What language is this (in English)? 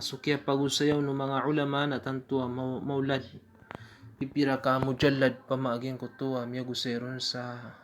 Maranao